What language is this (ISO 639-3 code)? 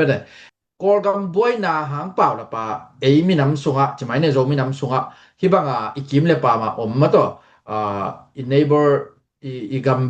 ctd